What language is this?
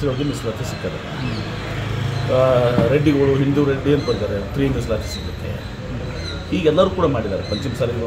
Kannada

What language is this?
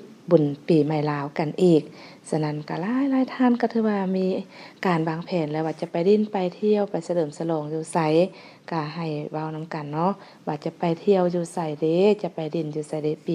Lao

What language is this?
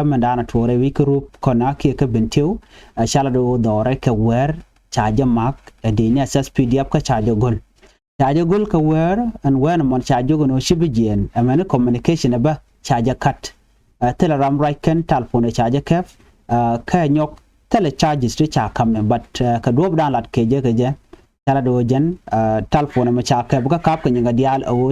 Nuer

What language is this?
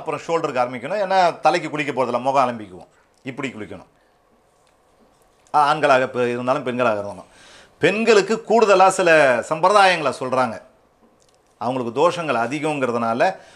Tamil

